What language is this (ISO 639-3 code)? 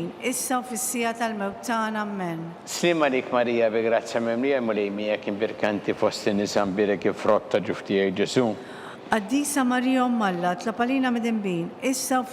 mlt